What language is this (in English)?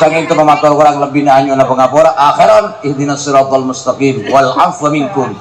Madurese